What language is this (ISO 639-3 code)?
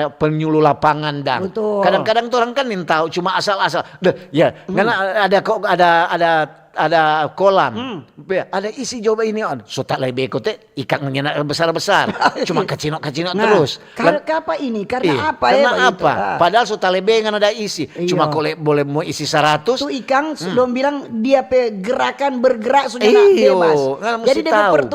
xmm